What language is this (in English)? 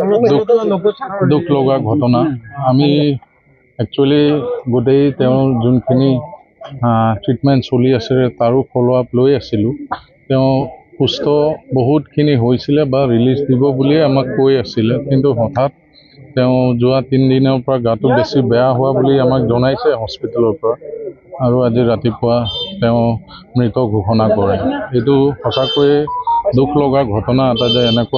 Assamese